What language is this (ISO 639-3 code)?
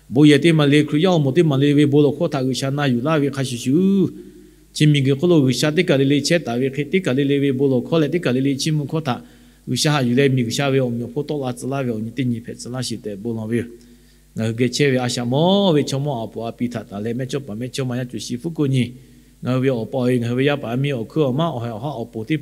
lhu